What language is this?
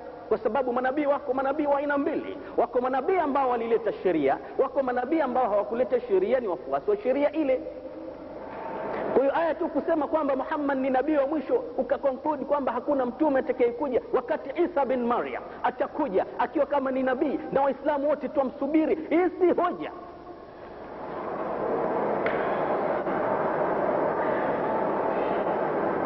Swahili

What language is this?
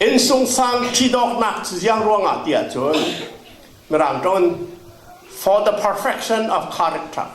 Falam Chin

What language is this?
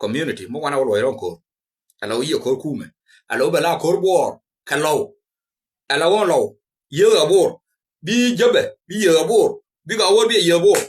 Nuer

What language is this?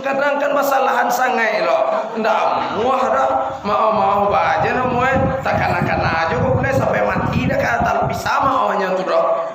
Minangkabau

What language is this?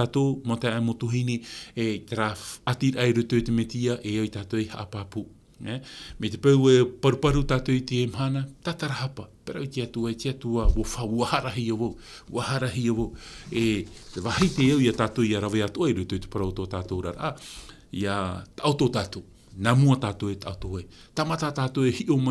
Tahitian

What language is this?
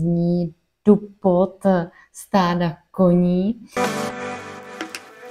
Czech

